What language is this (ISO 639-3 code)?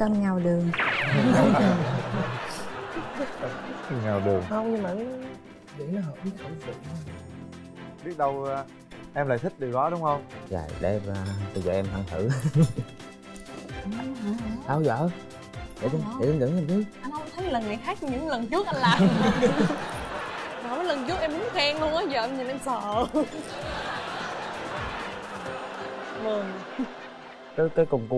vie